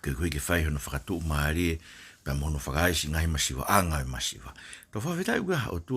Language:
Tongan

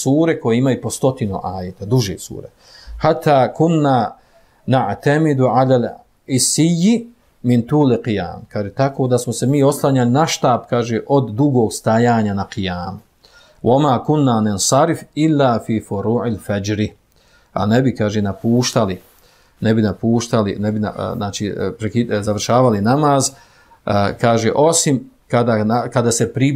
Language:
Bosnian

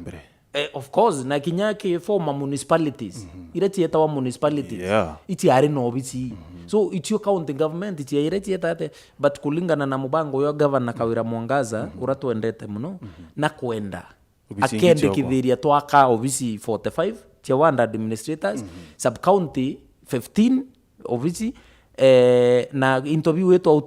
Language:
Meru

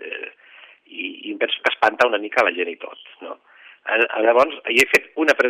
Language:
Catalan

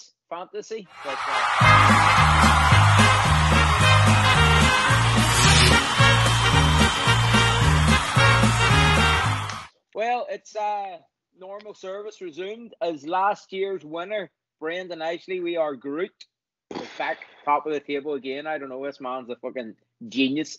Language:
English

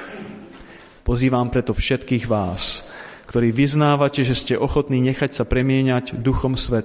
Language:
Slovak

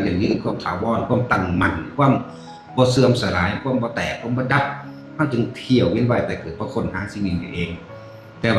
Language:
Northeastern Thai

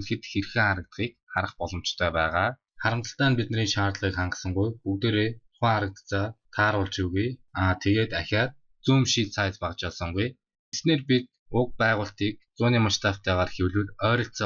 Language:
Mongolian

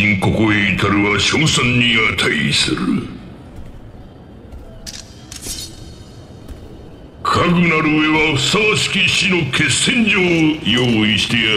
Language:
Japanese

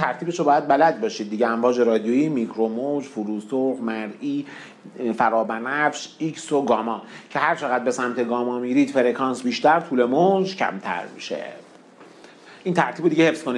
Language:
Persian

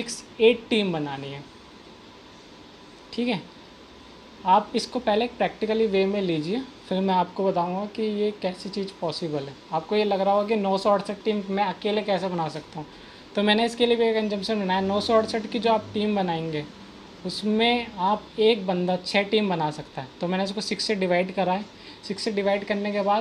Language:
Hindi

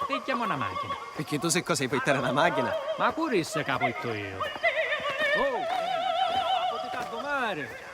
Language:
Sicilian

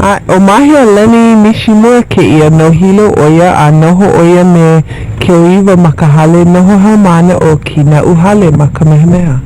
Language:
Hawaiian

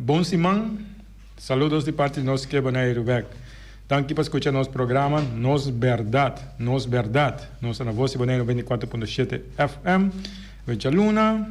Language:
Papiamento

